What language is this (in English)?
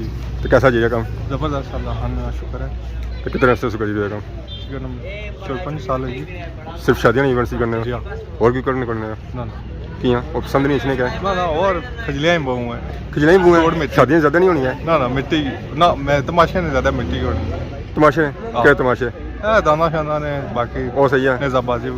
Pahari-Potwari